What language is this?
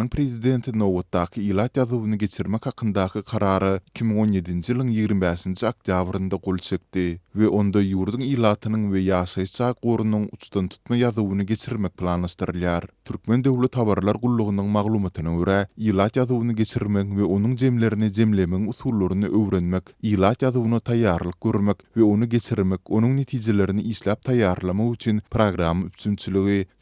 Turkmen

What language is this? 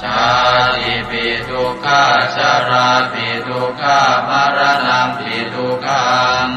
Pali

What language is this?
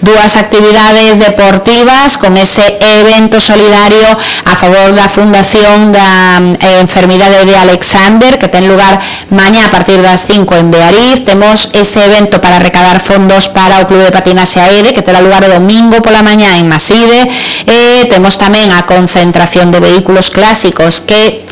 Galician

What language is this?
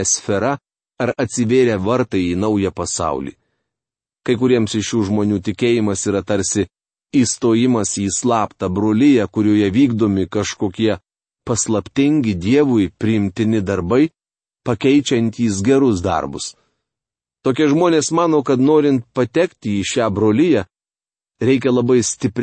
Lithuanian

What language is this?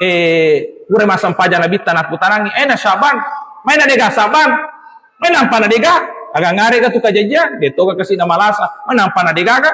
Buginese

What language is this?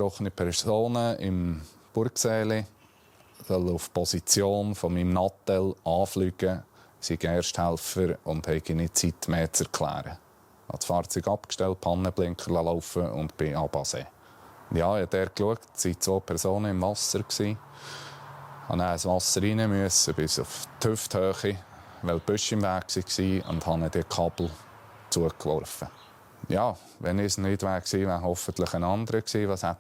Swiss German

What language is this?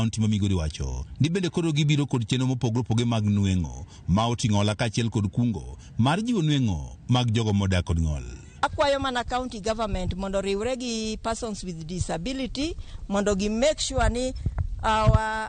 Luo (Kenya and Tanzania)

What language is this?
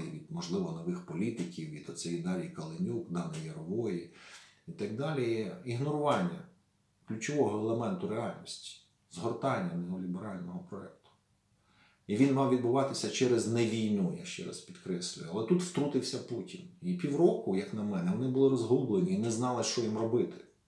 Ukrainian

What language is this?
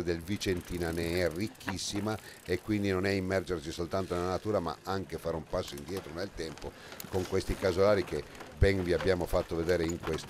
Italian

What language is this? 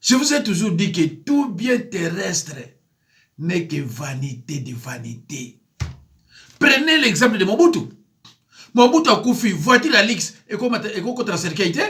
Lingala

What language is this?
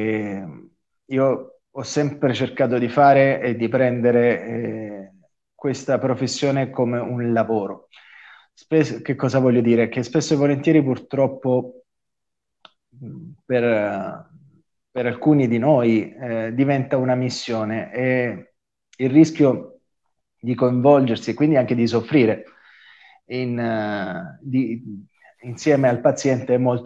Italian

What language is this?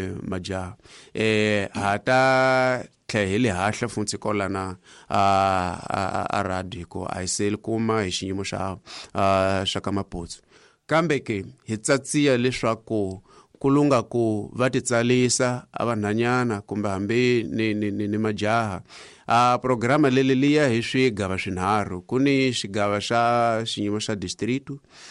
Tsonga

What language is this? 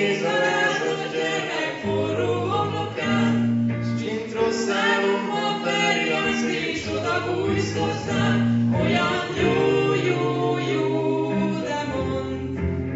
Hungarian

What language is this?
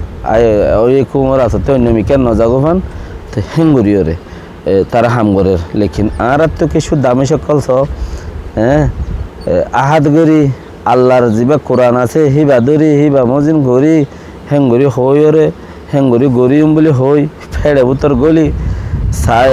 Rohingya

